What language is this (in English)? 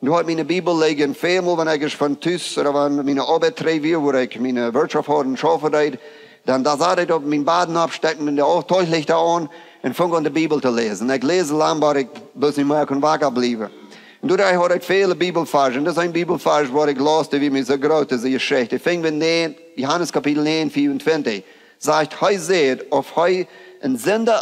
Plautdietsch